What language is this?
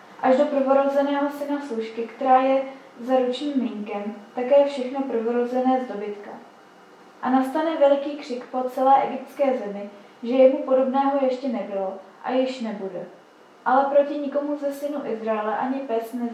Czech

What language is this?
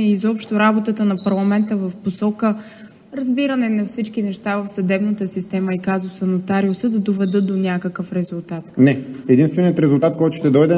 Bulgarian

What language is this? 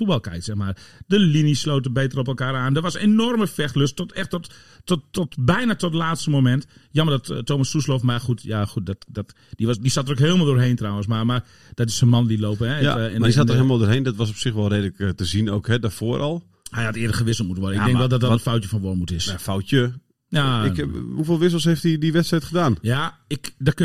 Dutch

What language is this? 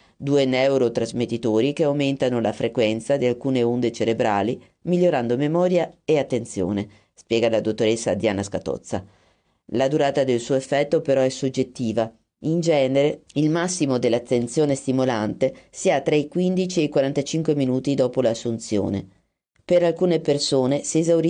Italian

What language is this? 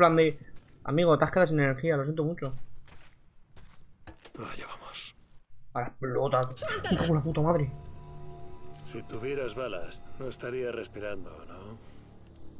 Spanish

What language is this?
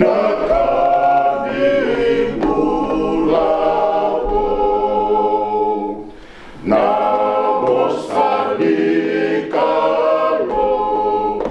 Fijian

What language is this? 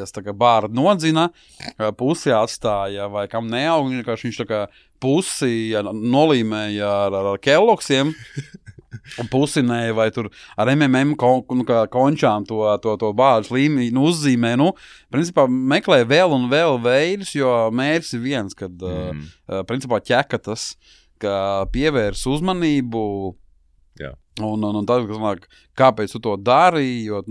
Latvian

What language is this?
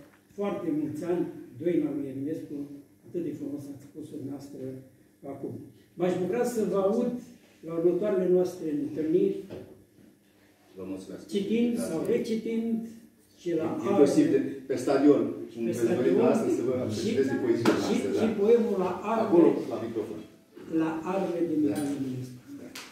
Romanian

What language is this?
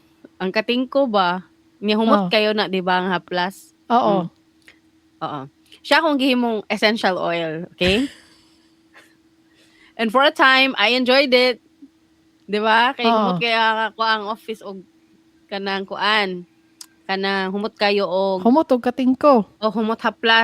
Cebuano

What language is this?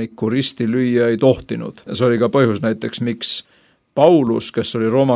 Estonian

